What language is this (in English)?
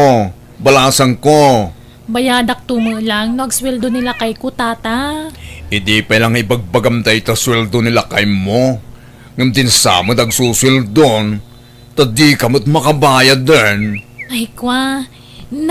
Iloko